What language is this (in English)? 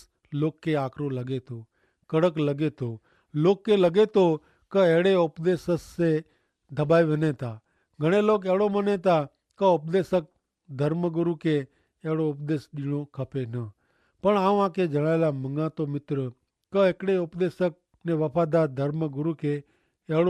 Kachhi